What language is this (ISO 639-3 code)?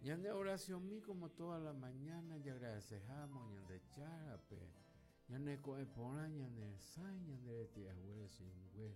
grn